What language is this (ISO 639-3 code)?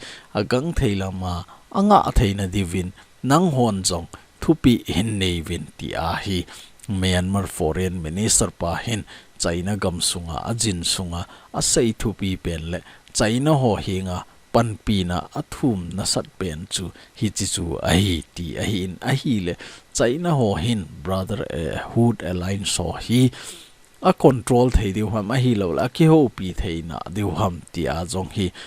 tcz